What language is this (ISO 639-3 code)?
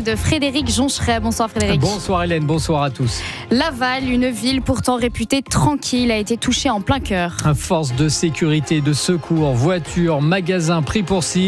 fra